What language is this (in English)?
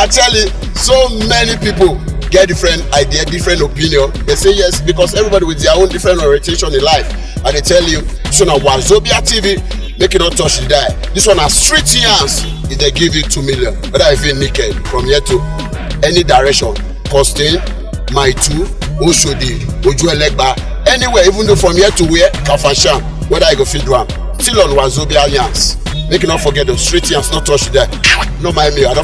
Nigerian Pidgin